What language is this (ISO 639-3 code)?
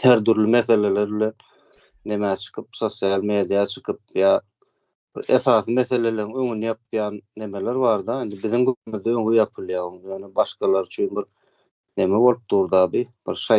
tuk